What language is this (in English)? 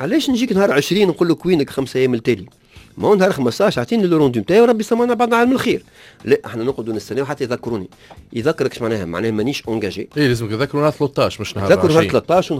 Tunisian Arabic